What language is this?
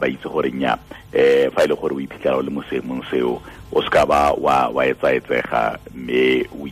Tswana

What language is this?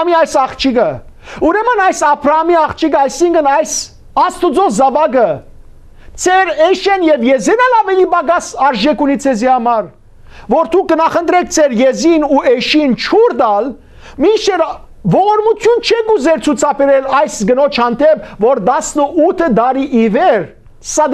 Western Armenian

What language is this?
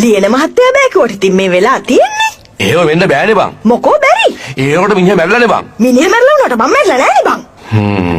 Sinhala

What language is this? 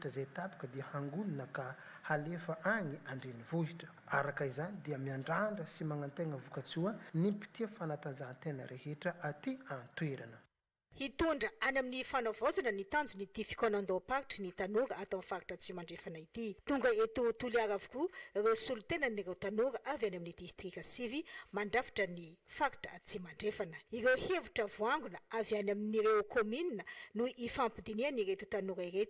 Malagasy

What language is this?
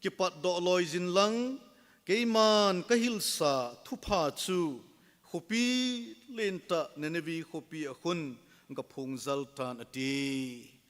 Thado Chin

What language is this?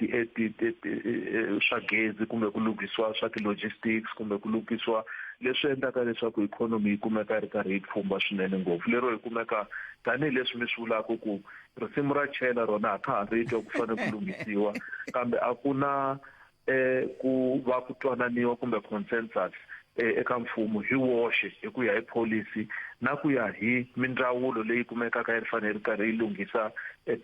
Tsonga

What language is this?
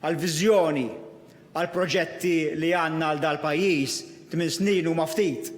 Maltese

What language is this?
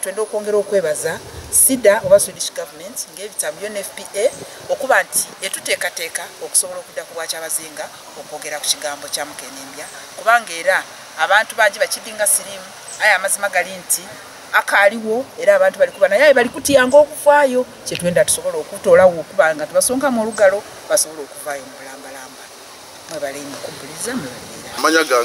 Soga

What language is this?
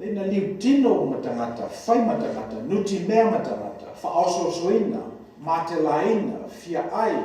Samoan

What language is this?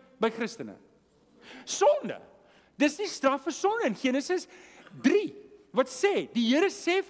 Afrikaans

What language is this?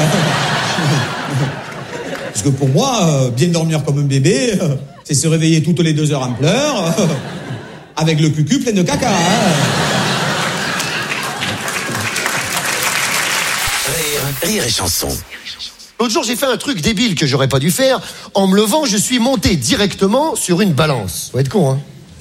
French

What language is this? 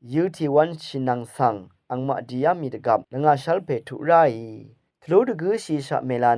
Rawang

